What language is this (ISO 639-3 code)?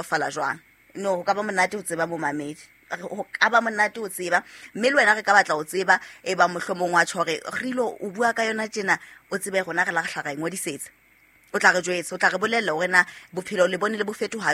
sot